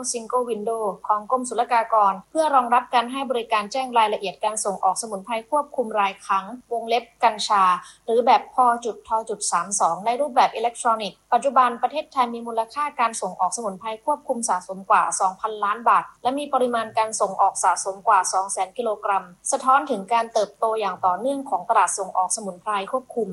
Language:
Thai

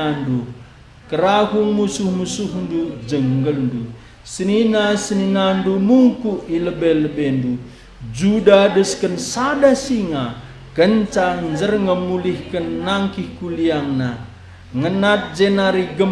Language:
Batak Karo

